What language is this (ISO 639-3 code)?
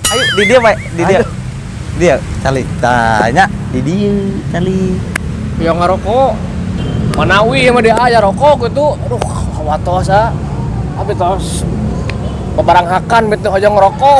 sun